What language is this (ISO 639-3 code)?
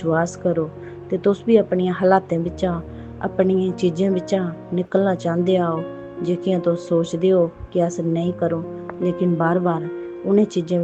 doi